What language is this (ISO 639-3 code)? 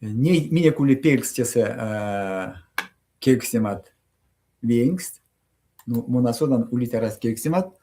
myv